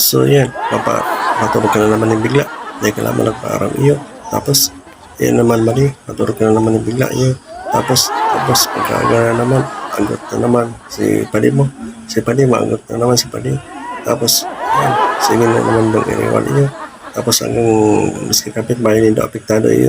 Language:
Bikol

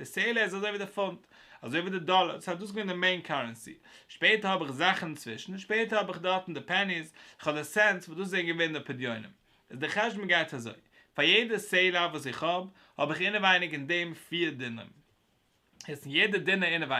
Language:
Yiddish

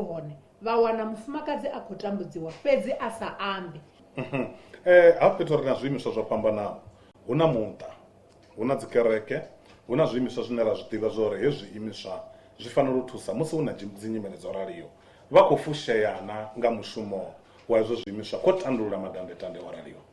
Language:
Venda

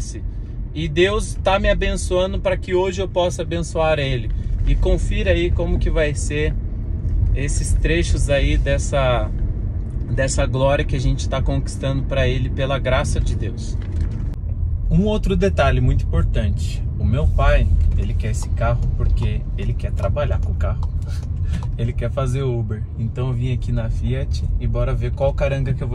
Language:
Portuguese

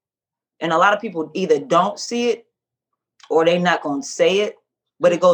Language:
English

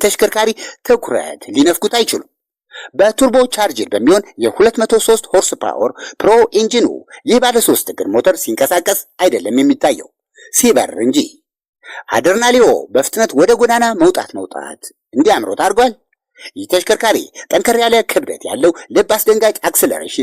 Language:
Amharic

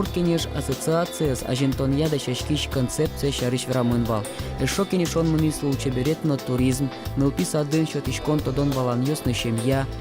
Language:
Udmurt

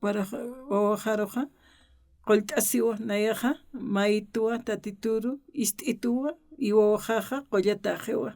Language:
Aymara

